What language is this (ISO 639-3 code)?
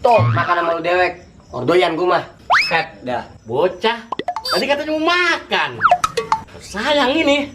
bew